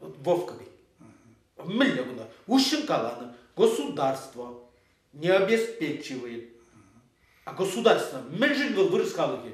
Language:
Chuvash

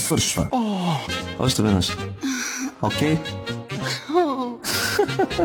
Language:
Bulgarian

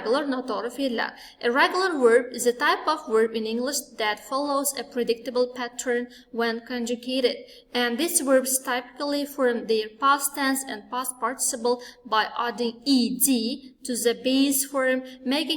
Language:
Uzbek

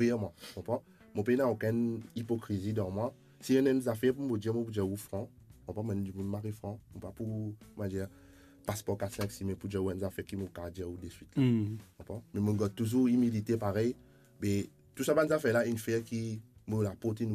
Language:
Morisyen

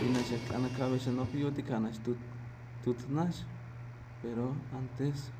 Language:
Tzeltal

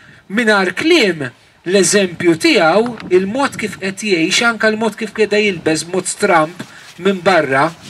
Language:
Maltese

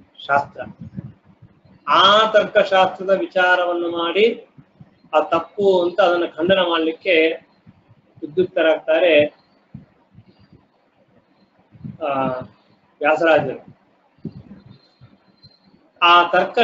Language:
Kannada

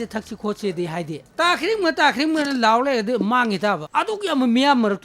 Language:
Manipuri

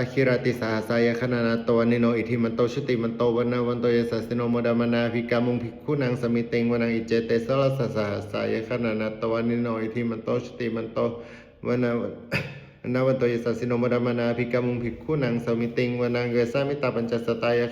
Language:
Pali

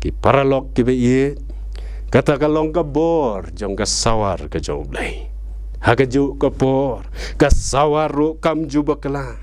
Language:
Khasi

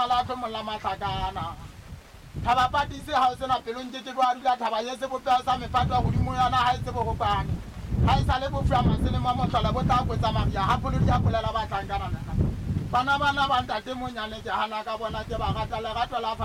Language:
Southern Sotho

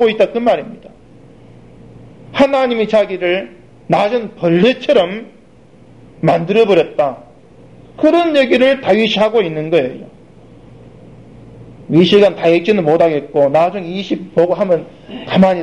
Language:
Korean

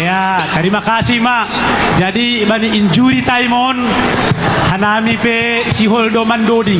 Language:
Batak Simalungun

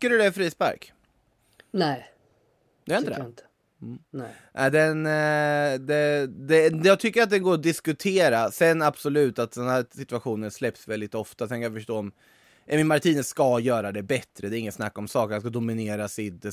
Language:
Swedish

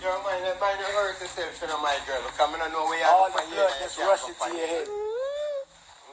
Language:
Jamaican Creole English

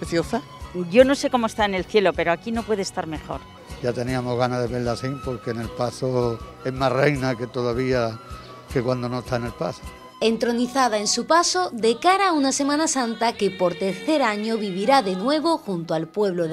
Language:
Spanish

